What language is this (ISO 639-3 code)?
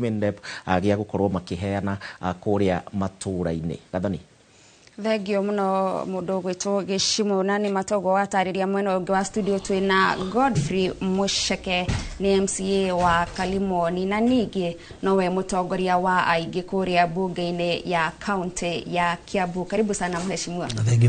kik